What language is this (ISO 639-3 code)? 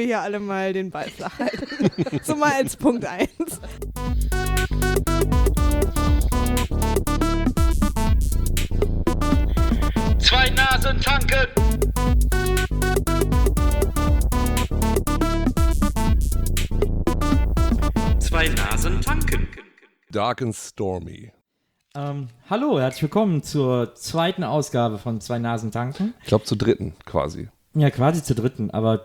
deu